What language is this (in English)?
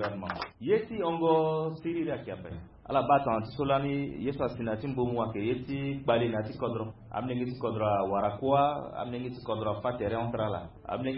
Sango